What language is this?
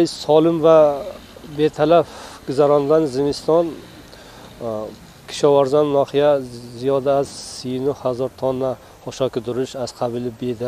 Tajik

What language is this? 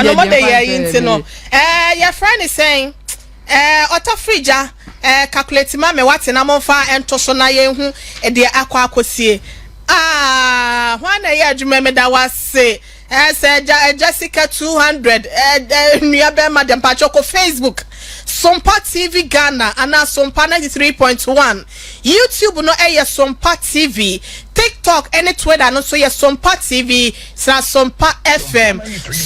Akan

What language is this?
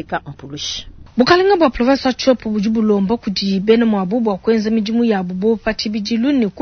Luba-Lulua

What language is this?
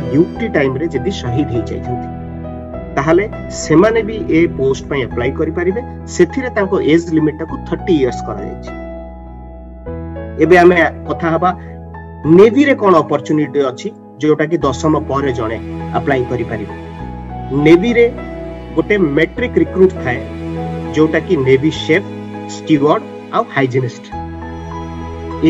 Odia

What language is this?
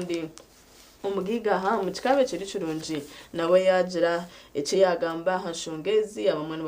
Nyankole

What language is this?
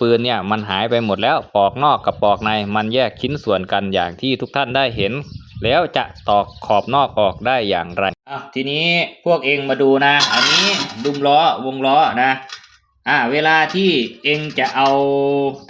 Lao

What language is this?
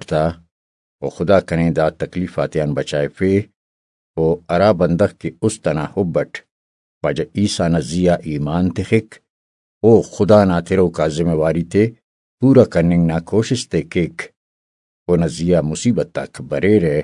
Brahui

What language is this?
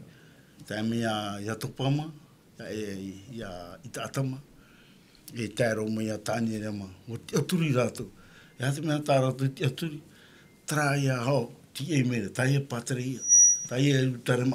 Tahitian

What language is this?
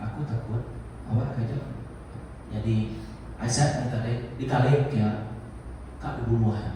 Iban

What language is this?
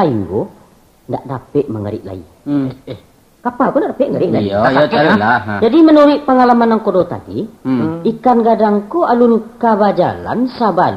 Minangkabau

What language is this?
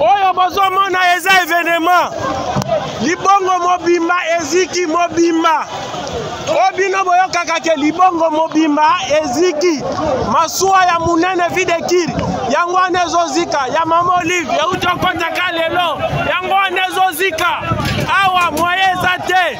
Lingala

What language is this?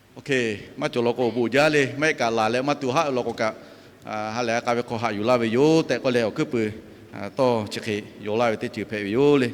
Lahu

